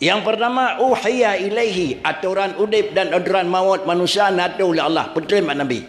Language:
Achinese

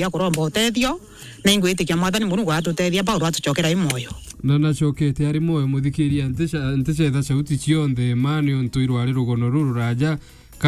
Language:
Meru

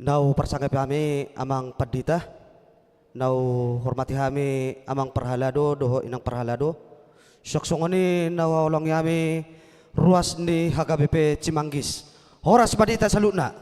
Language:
Batak Toba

